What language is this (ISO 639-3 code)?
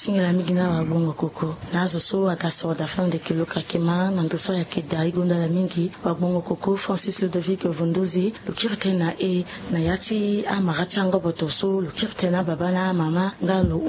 sag